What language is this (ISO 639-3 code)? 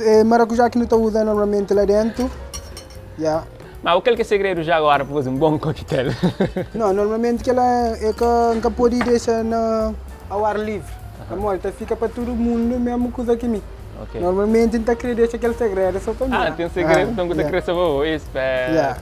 kea